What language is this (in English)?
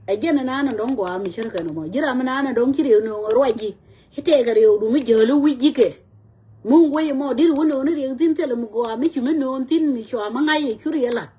Nuer